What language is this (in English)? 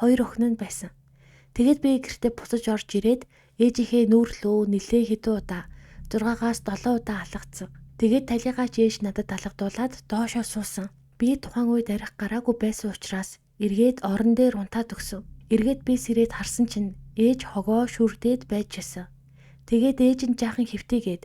Mongolian